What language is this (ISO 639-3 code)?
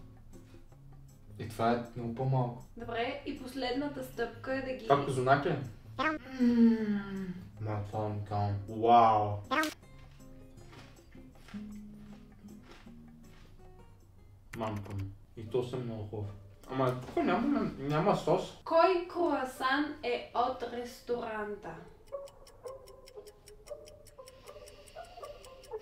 bul